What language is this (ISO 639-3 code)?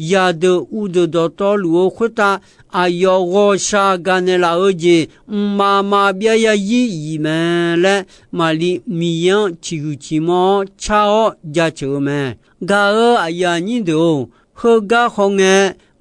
ahk